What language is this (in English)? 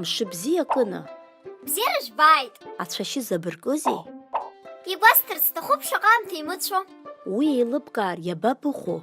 Abkhazian